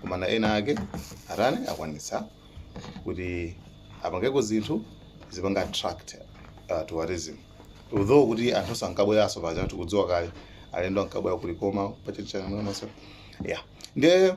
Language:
Nyanja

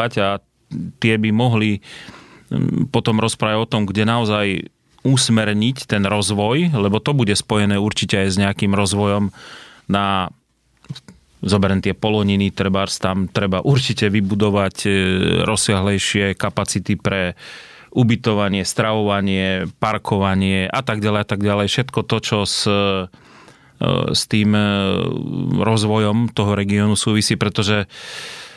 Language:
Slovak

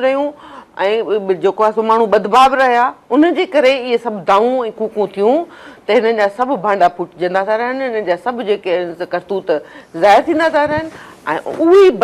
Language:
Sindhi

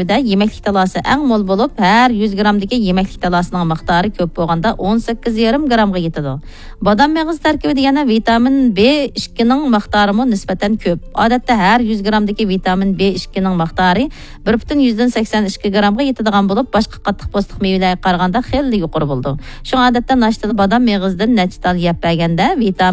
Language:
Uyghur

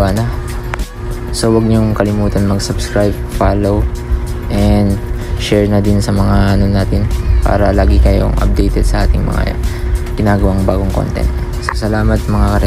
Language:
Filipino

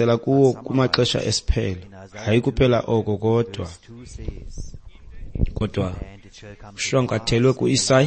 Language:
Xhosa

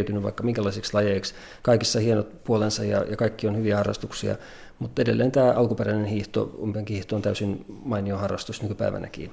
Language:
Finnish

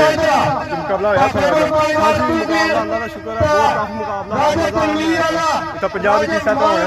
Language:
Pahari-Potwari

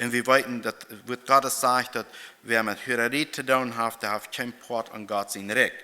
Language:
Plautdietsch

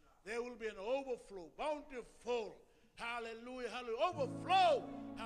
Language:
Fijian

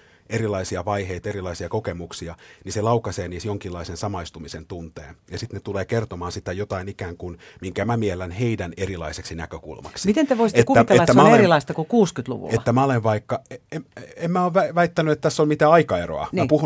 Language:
Finnish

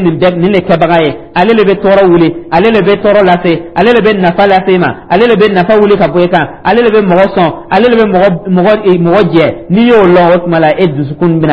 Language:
Dyula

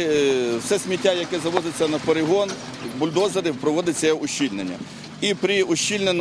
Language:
Ukrainian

